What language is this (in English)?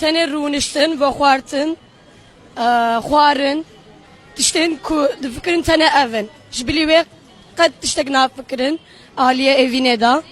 Kurdish